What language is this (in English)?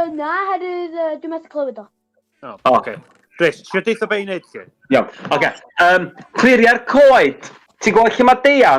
Welsh